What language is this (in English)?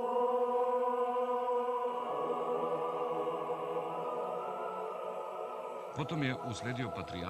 Serbian